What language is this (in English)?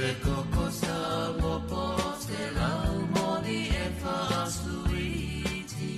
Samoan